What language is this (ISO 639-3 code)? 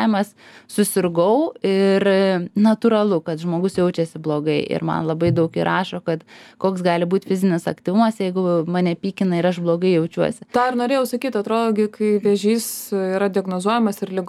lit